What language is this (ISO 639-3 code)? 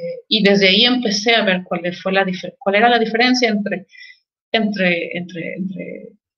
spa